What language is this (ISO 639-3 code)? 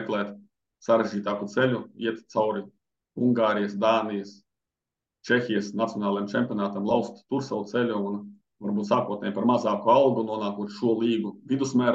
lav